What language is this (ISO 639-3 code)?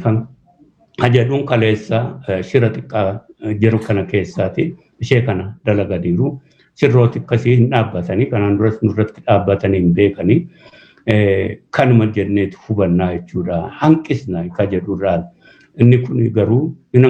orm